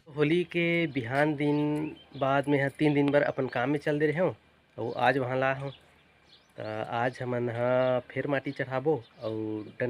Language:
Chhattisgarhi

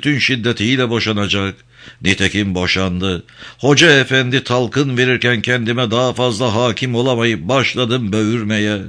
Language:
Turkish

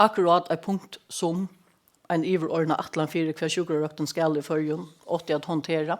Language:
Faroese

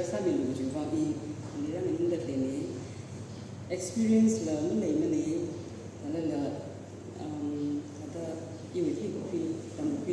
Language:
Tangkhul Naga (India)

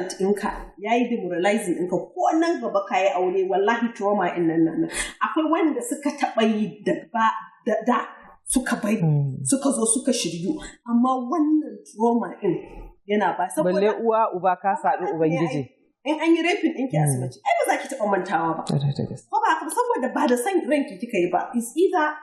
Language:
Hausa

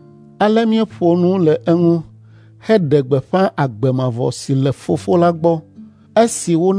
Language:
Ewe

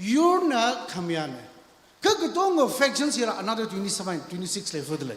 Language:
Tangkhul Naga (India)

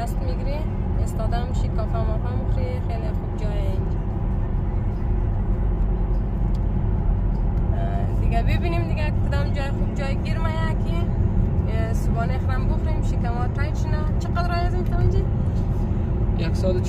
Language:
Persian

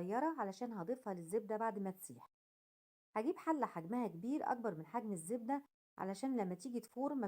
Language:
Egyptian Arabic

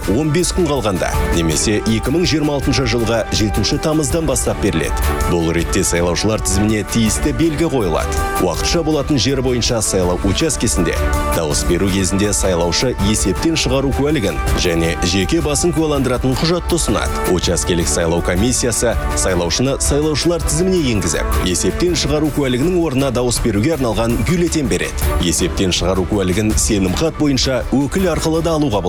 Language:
Kazakh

